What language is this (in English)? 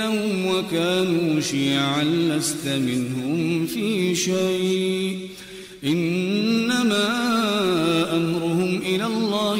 Arabic